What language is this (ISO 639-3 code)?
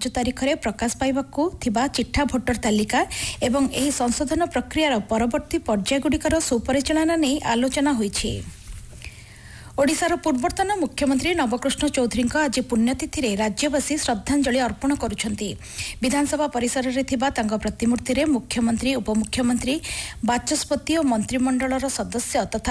ori